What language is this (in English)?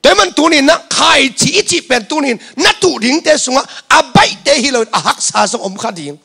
Tedim Chin